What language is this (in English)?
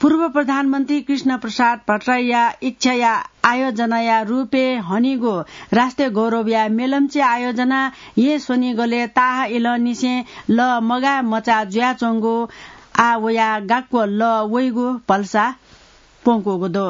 Newari